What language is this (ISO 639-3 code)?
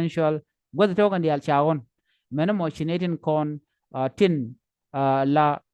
nus